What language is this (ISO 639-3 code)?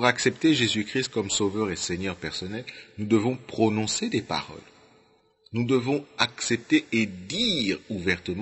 fra